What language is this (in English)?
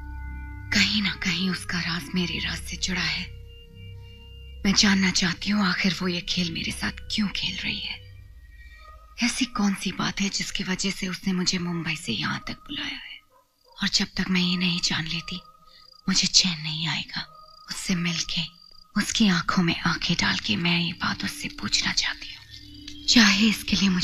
Hindi